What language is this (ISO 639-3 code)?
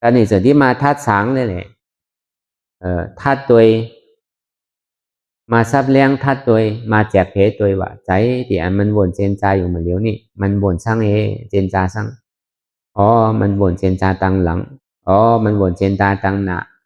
shn